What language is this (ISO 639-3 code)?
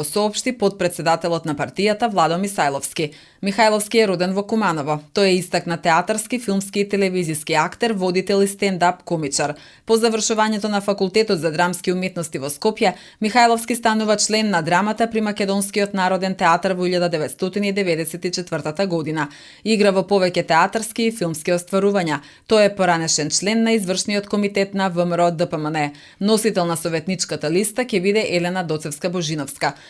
mkd